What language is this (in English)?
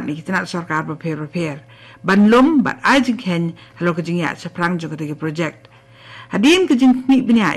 Khasi